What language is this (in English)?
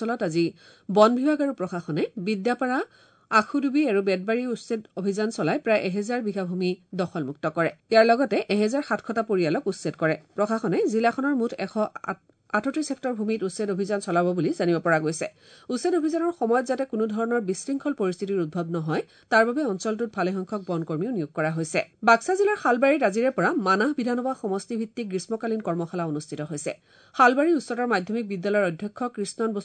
Assamese